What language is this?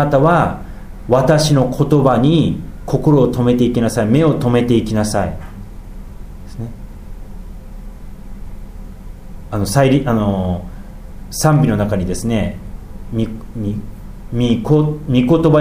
Japanese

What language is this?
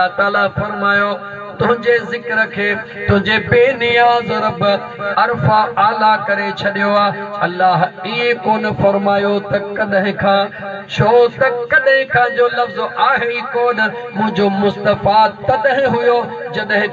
Sindhi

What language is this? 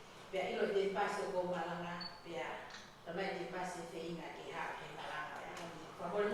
Tongan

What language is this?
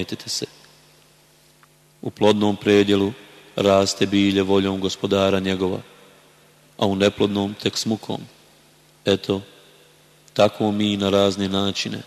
Bosnian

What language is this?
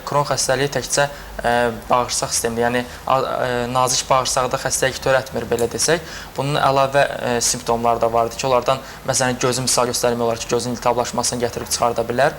Azerbaijani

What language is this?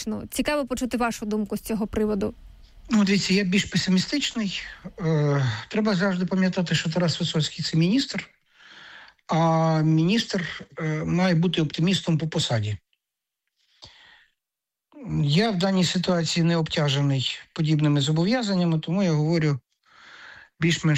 Ukrainian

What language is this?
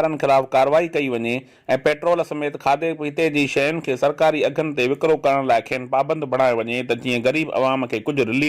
Sindhi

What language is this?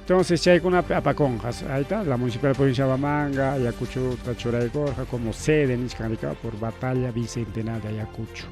Ayacucho Quechua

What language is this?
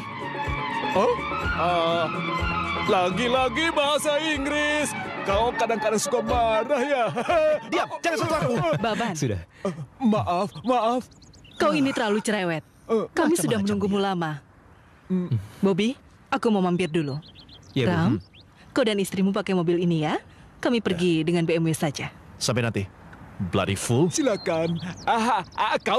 Indonesian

